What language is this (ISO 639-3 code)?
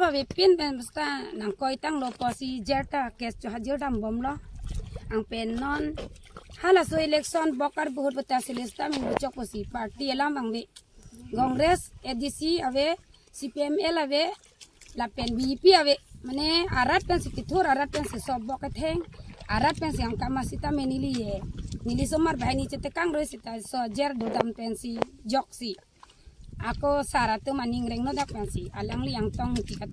mjw